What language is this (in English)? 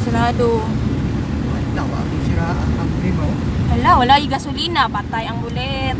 Cebuano